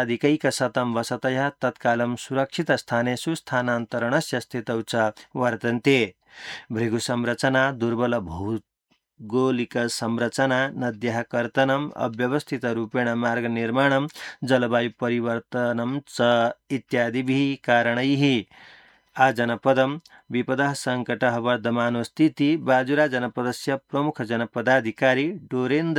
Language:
Sanskrit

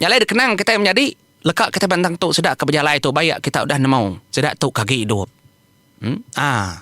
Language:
Iban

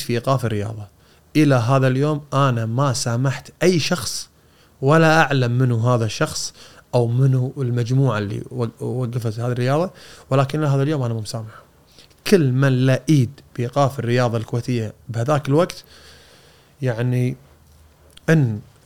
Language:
Gulf Arabic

